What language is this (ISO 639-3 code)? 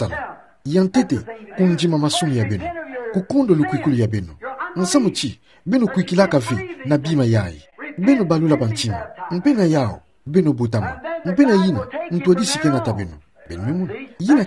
ktu